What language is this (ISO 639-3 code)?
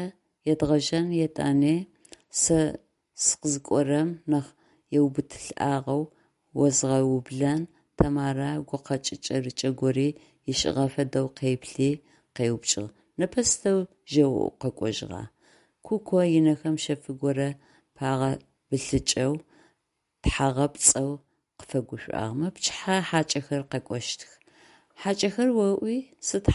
ady